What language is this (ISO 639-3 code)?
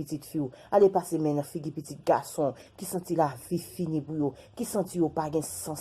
hat